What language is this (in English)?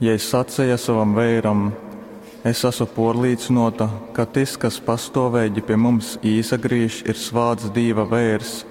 Latgalian